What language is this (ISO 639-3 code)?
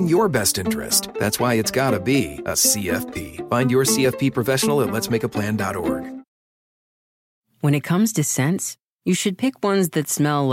eng